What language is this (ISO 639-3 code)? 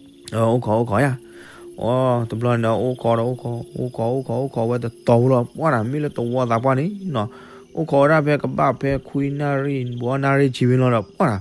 ksw